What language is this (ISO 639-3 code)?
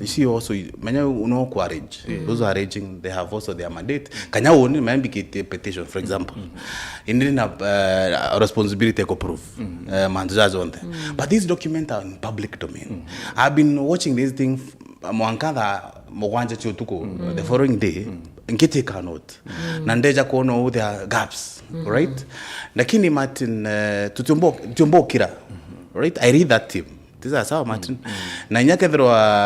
mer